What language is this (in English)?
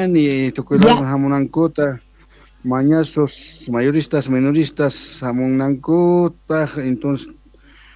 South Bolivian Quechua